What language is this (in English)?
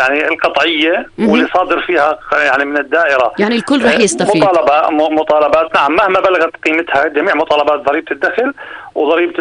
North Levantine Arabic